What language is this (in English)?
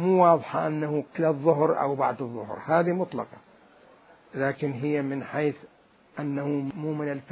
Mesopotamian Arabic